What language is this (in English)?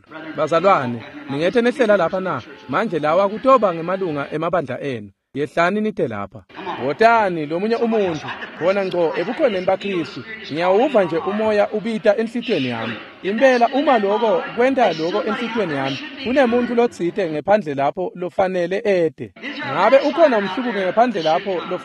Swati